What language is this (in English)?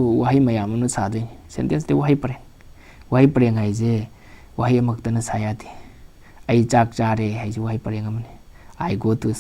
Manipuri